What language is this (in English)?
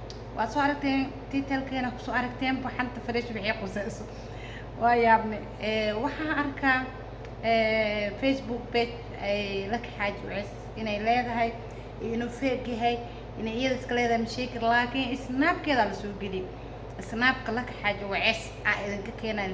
Somali